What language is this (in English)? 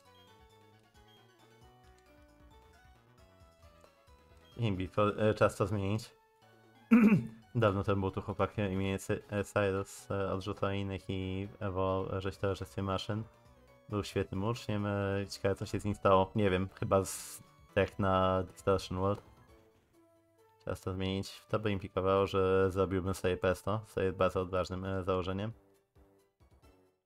Polish